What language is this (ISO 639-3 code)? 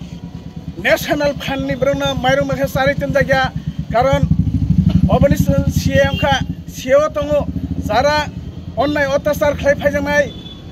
trp